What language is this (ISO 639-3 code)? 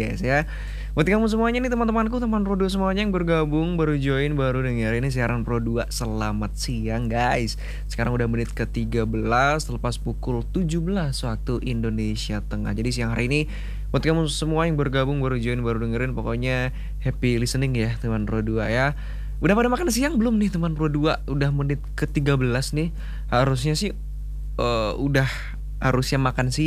ind